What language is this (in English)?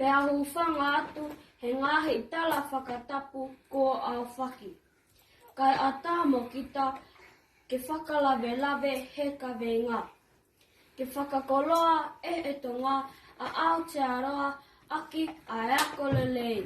Tongan